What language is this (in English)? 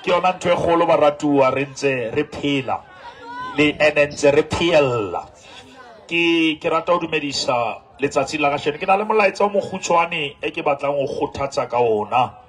Southern Sotho